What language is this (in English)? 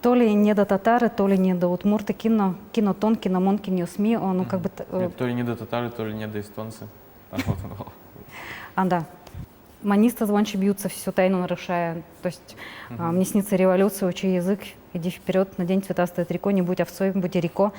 Udmurt